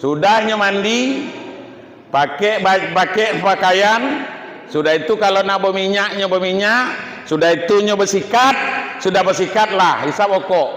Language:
Minangkabau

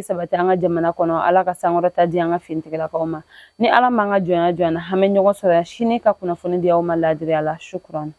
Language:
Bambara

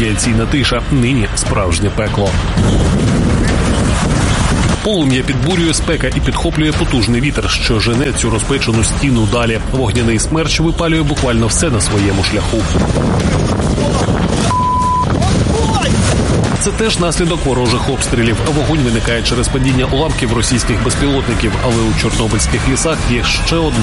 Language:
Ukrainian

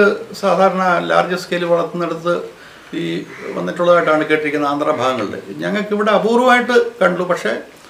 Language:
Malayalam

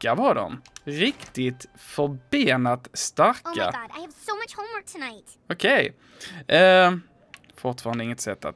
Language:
Swedish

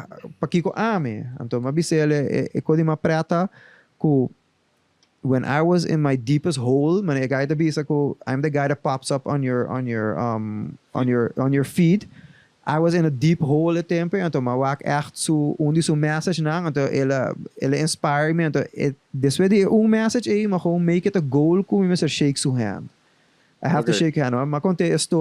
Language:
Papiamento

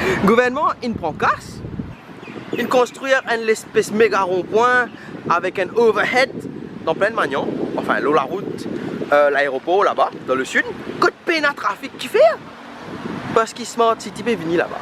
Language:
Morisyen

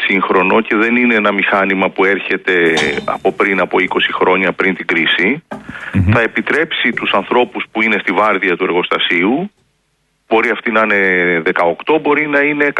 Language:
Greek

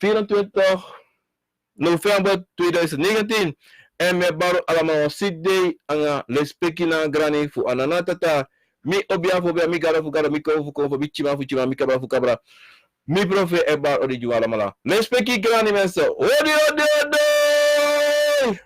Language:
Sranan Tongo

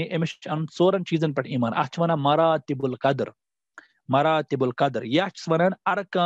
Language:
Kashmiri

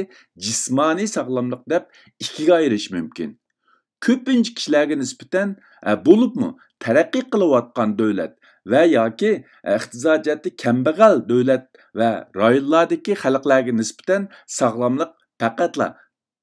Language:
Uyghur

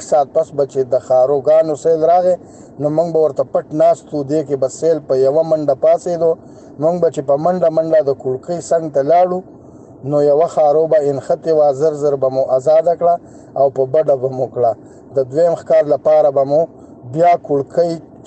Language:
Pashto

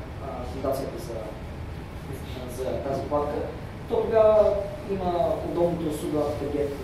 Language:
Bulgarian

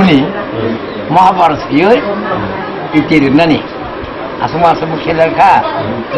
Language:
Kok Borok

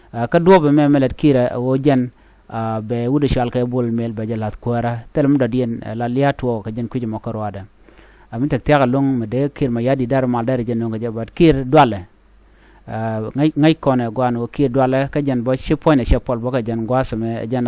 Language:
Nuer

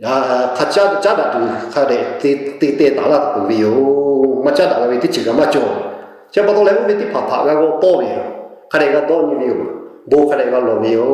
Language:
Lahu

